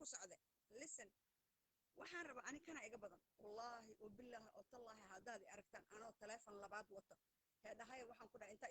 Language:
Somali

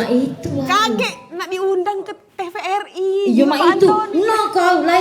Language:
Musi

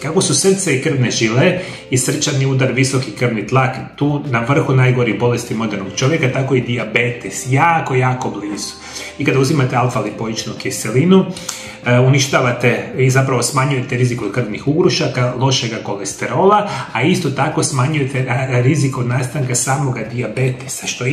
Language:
Croatian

